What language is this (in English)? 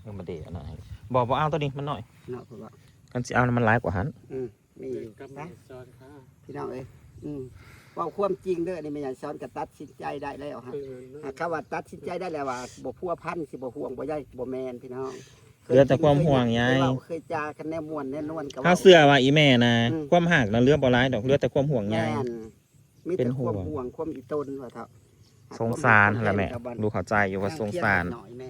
Northeastern Thai